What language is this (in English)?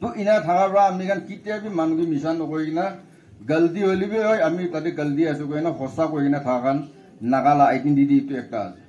Naga Pidgin